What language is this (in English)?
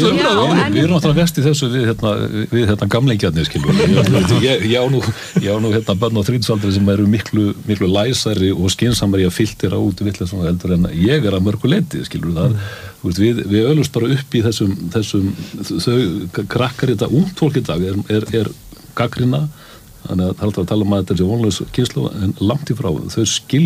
Icelandic